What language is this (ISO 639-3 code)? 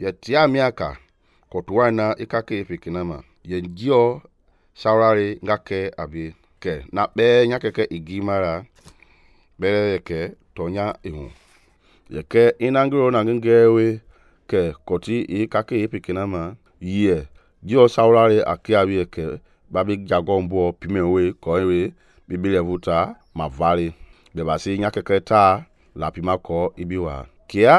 men